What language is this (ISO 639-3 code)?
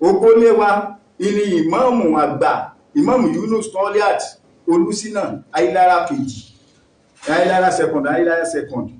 yor